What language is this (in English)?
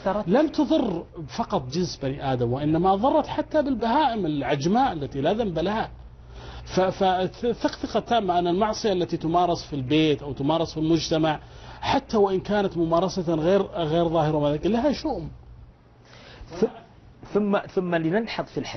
Arabic